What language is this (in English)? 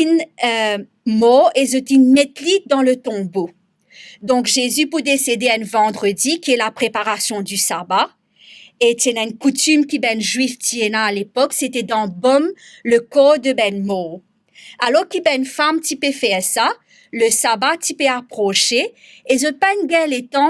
Morisyen